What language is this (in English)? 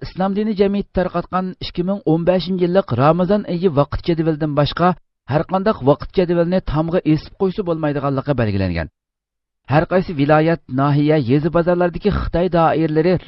Uyghur